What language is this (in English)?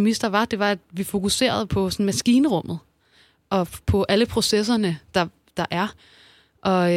Danish